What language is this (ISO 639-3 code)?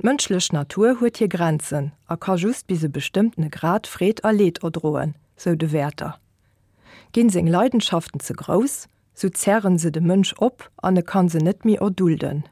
ltz